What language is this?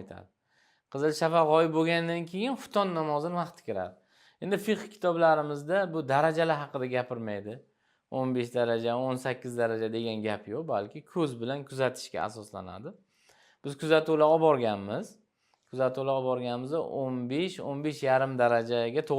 Uzbek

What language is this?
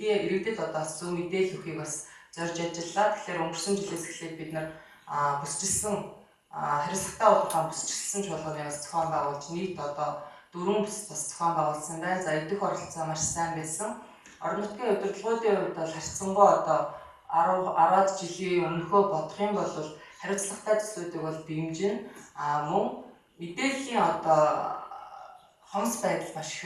Mongolian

